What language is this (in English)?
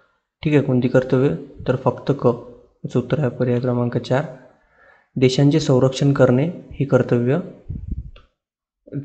Marathi